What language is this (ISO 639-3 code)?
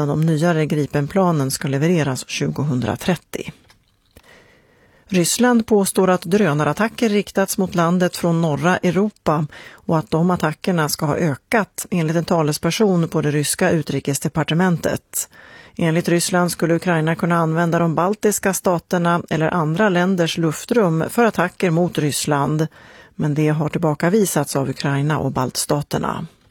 swe